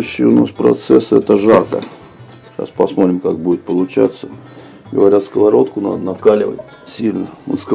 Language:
Russian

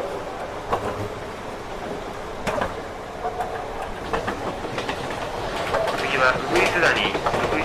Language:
Japanese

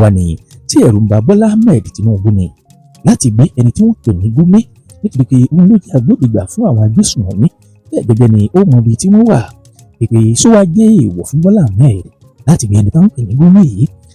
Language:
Yoruba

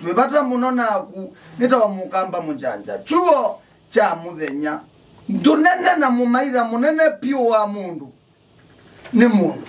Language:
Kamba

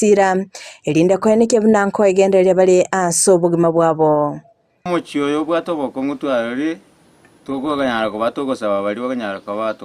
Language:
Gusii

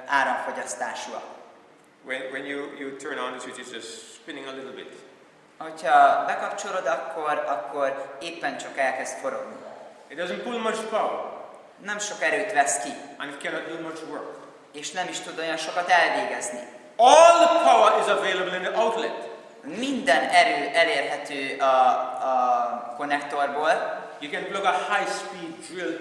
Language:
Hungarian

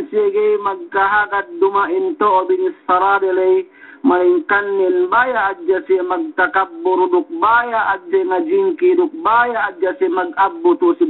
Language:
Yakan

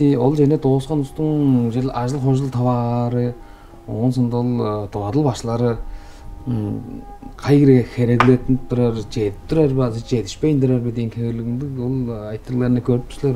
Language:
Tuvinian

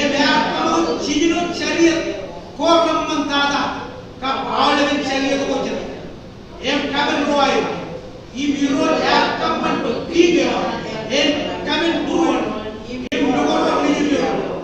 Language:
Marshallese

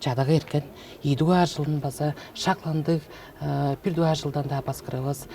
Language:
Tuvinian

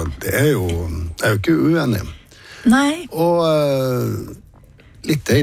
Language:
Norwegian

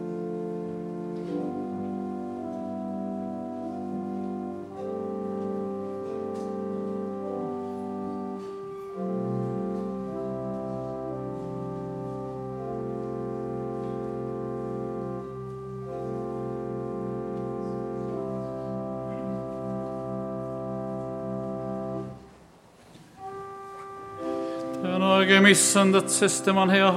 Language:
Estonian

